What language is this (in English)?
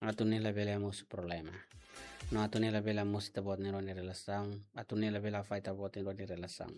Tetum